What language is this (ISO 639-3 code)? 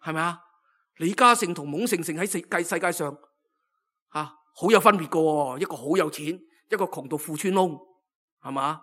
yue